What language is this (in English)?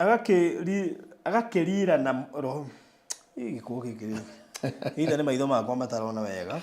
Kikuyu